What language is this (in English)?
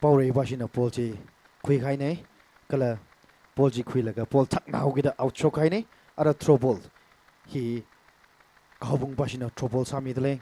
Tangkhul Naga (India)